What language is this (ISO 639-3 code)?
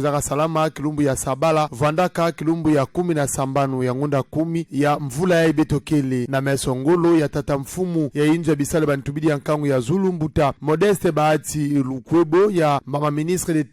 ktu